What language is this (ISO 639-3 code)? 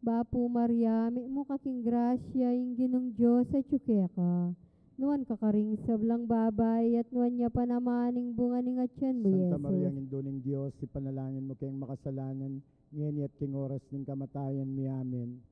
pam